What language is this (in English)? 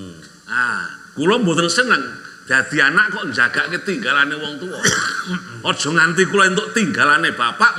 Javanese